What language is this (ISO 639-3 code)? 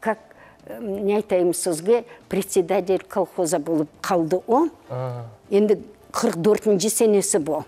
crh